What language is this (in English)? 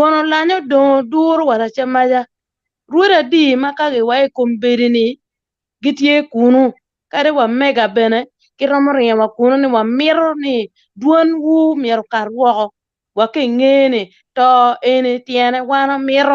Acoli